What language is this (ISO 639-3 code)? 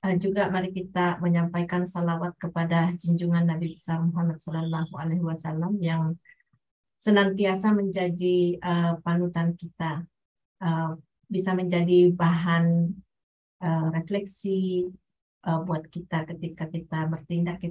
ind